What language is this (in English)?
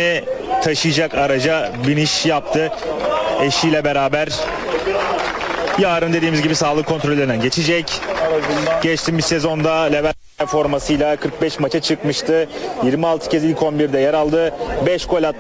Turkish